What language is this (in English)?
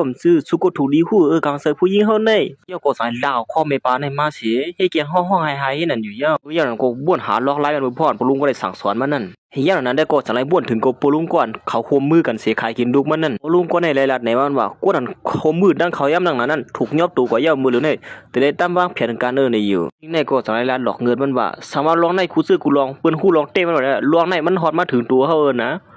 Shan